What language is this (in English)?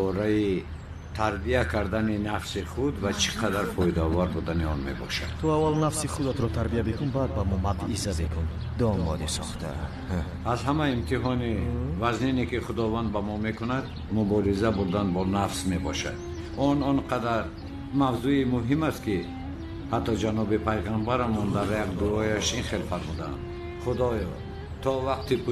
Tajik